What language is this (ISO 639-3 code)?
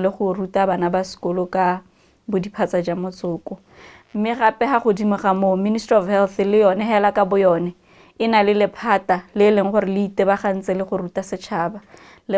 tsn